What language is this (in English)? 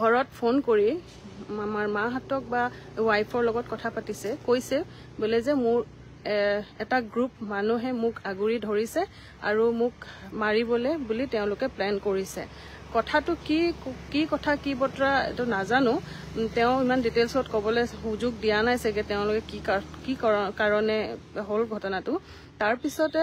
Assamese